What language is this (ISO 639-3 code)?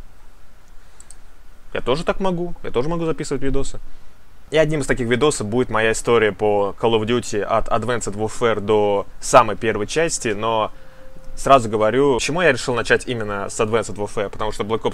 rus